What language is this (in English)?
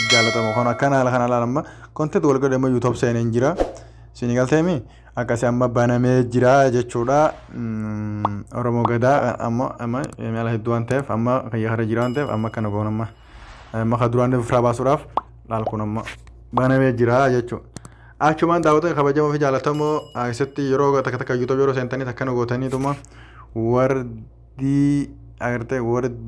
Oromo